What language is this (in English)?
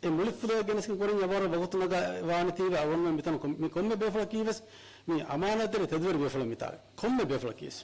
Divehi